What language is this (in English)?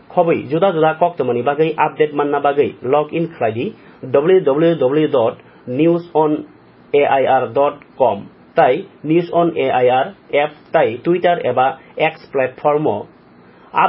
Kok Borok